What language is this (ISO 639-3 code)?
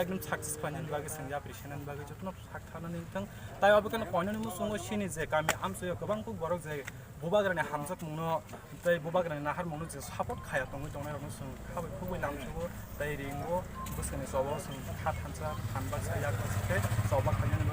trp